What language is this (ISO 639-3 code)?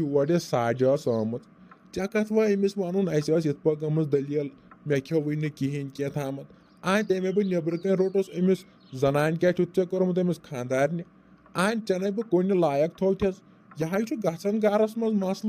kas